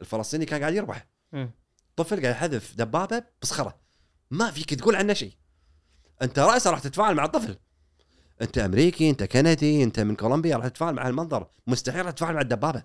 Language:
Gulf Arabic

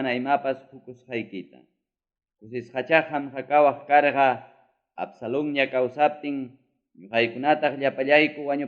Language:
Ayacucho Quechua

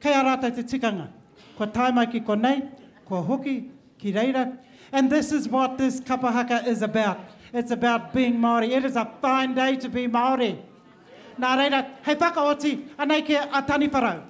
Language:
Māori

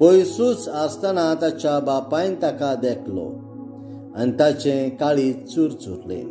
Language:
Konkani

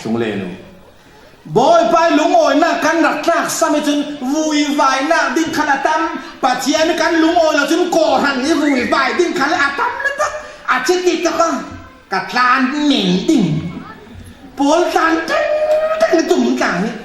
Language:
Falam Chin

